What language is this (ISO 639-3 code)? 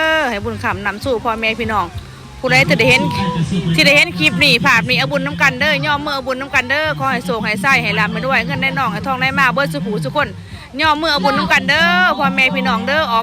tts